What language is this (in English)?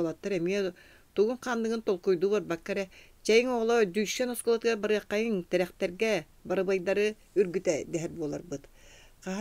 Yakut